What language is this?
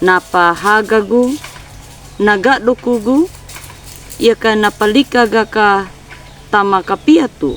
Anakalangu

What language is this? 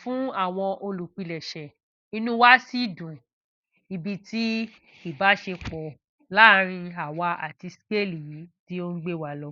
Yoruba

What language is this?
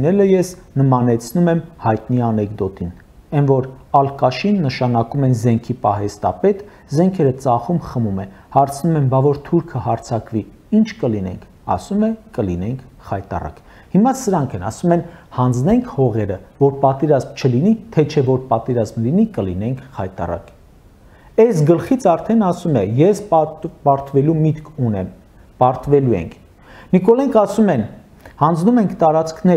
Armenian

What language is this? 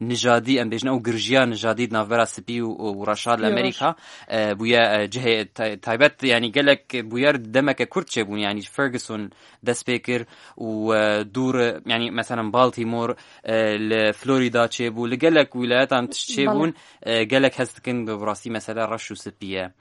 Kurdish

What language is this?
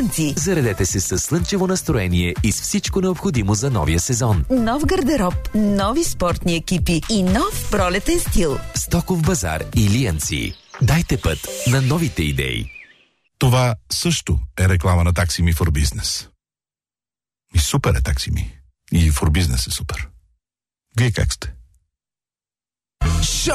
Bulgarian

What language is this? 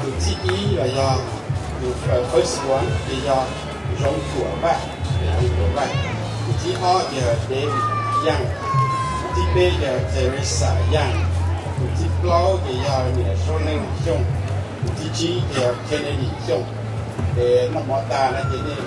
Hmong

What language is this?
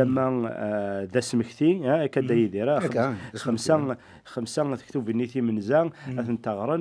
Kabyle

